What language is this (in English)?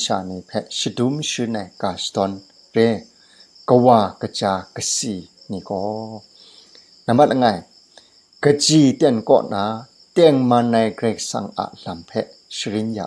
Kachin